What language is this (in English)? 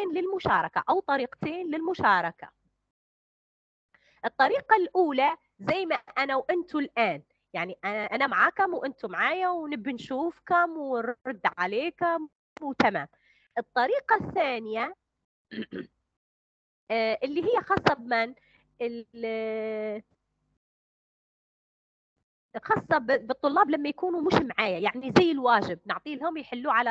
Arabic